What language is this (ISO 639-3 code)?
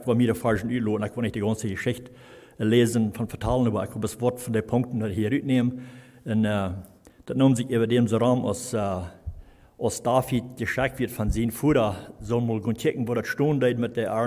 pdt